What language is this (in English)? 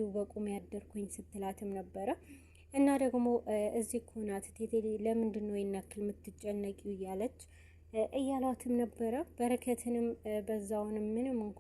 Amharic